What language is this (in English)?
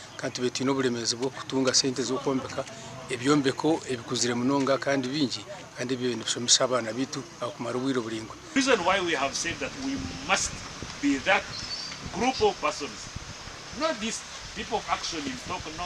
Nyankole